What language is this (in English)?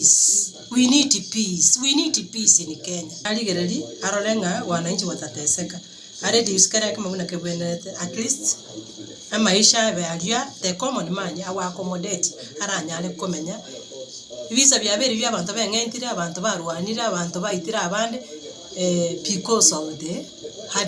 Gusii